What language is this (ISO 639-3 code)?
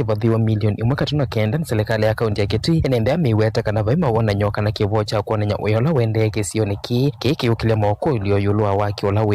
kam